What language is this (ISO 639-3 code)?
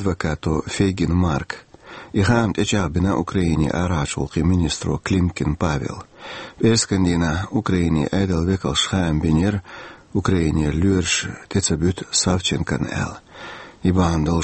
che